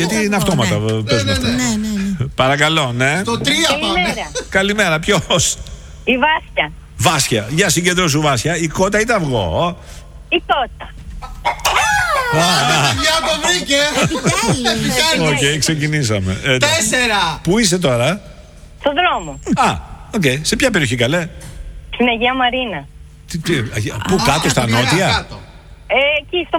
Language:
Greek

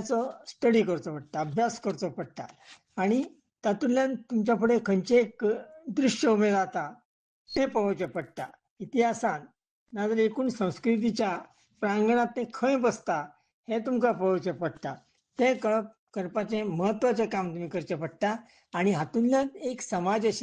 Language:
Konkani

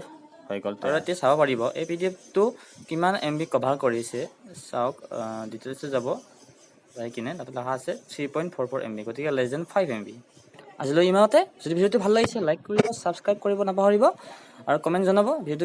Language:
Assamese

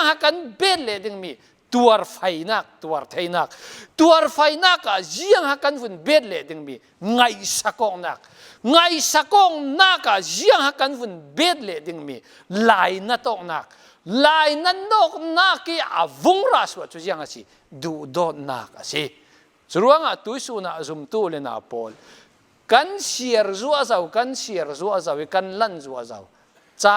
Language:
Falam Chin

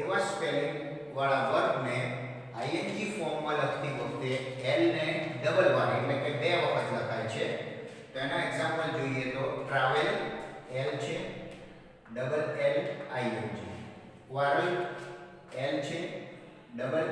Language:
Gujarati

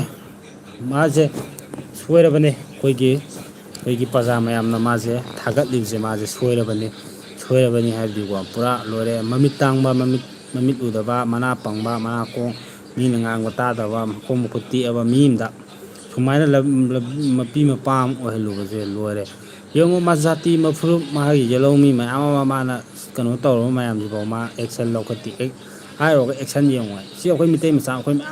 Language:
Manipuri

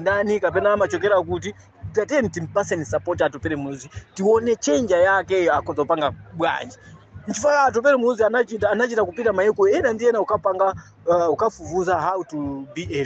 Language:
Nyanja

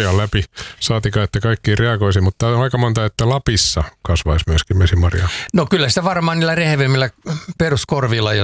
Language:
Finnish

